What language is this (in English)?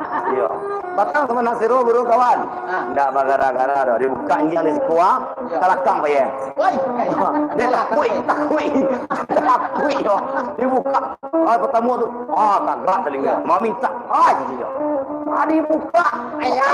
Minangkabau